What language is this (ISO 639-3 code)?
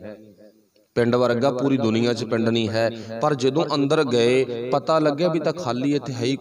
pan